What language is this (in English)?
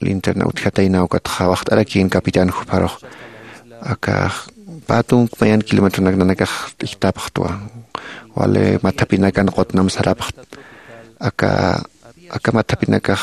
Aymara